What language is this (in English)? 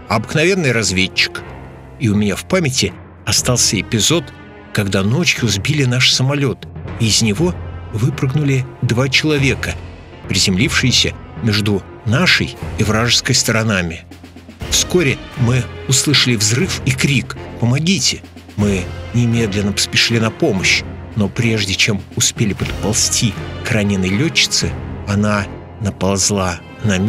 Russian